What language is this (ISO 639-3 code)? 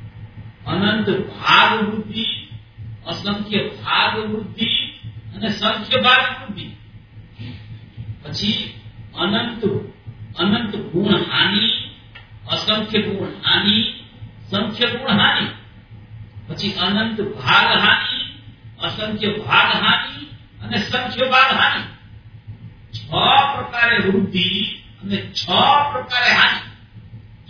guj